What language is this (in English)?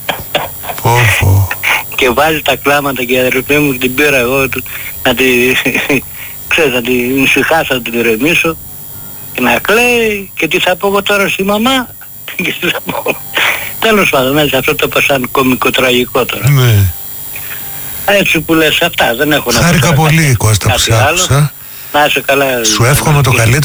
Greek